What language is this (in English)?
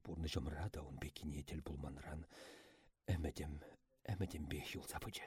Chuvash